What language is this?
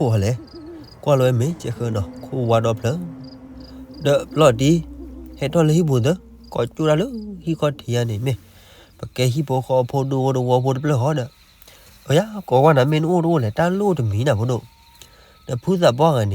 S'gaw Karen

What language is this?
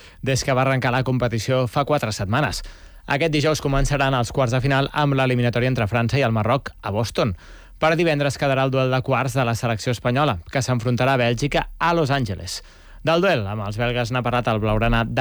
Catalan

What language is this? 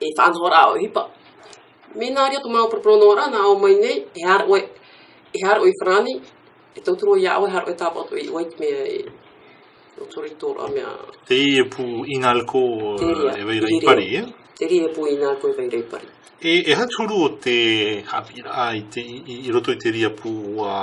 Tahitian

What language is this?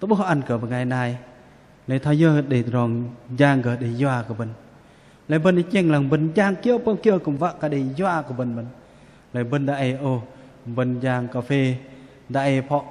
Bahnar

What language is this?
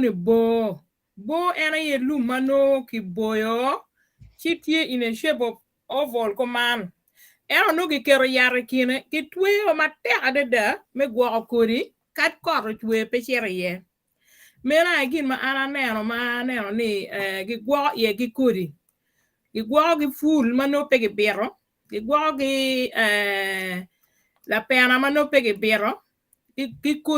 Acoli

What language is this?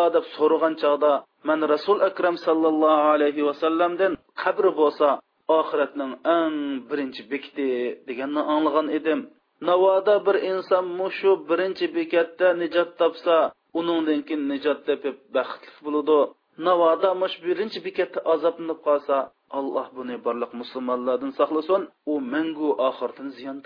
Uyghur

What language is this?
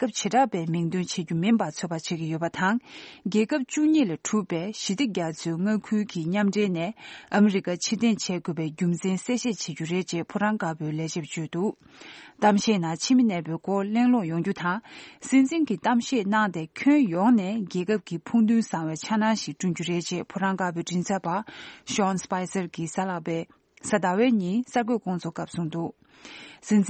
Tibetan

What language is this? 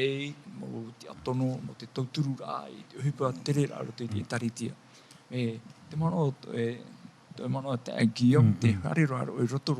Tahitian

